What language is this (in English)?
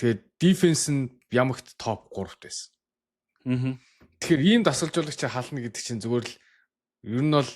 Mongolian